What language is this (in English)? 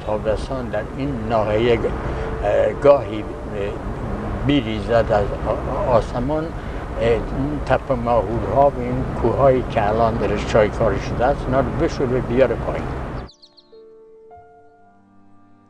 Persian